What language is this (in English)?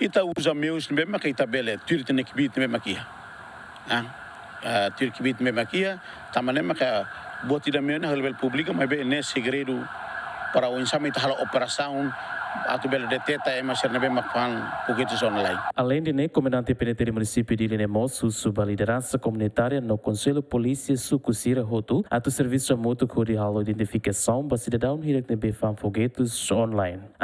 Tetum